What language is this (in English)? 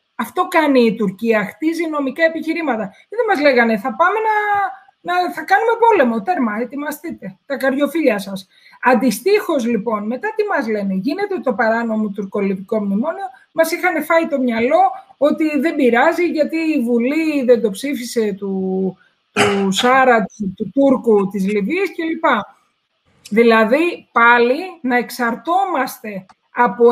Greek